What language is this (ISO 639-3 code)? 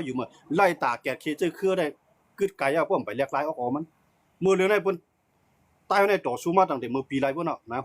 shn